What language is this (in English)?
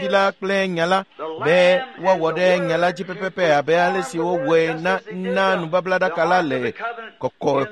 Ewe